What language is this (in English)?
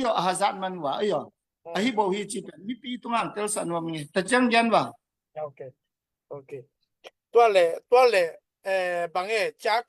Tedim Chin